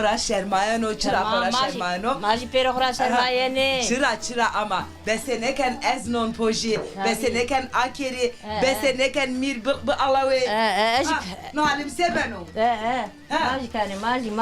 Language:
Zaza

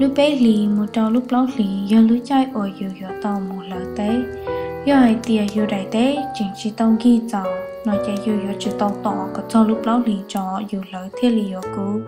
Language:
Hmong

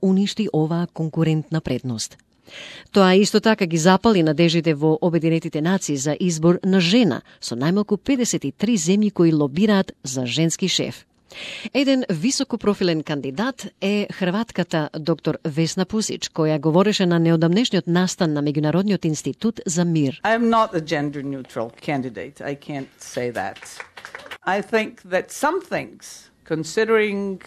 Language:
Macedonian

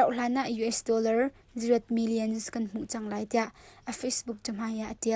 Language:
Hakha Chin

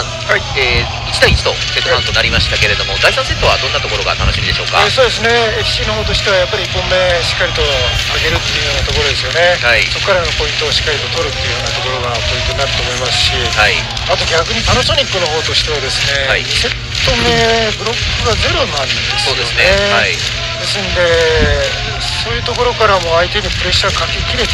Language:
Japanese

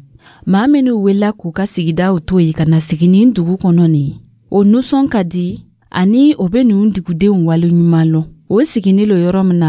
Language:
Dyula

